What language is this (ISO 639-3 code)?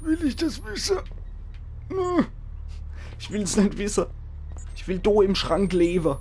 pfl